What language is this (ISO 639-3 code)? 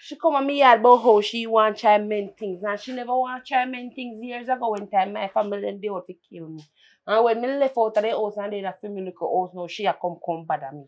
jam